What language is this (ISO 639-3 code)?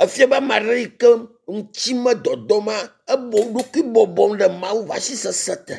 ewe